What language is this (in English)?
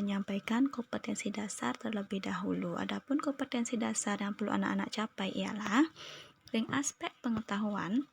Balinese